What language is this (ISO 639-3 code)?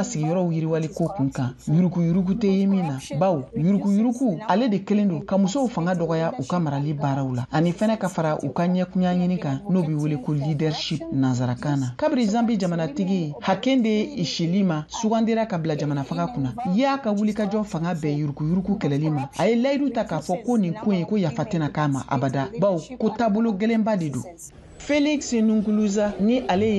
bam